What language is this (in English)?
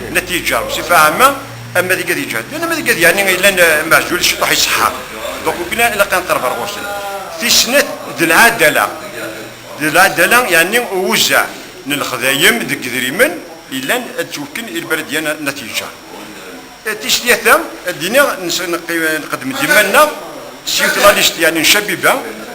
Kabyle